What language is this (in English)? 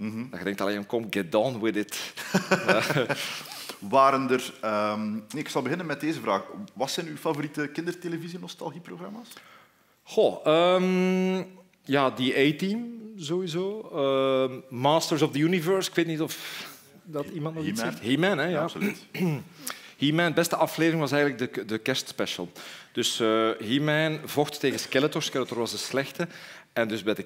Dutch